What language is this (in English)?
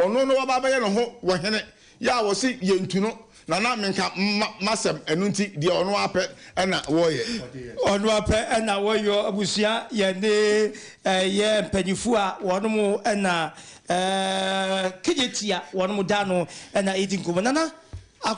Akan